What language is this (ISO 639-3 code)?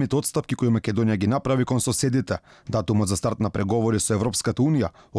mkd